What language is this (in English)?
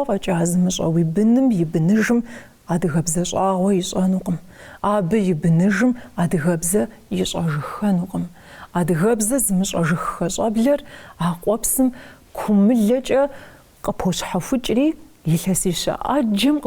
Kabardian